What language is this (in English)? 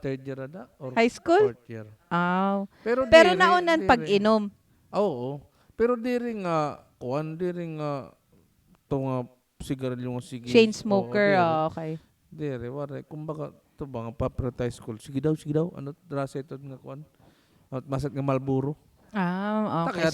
Waray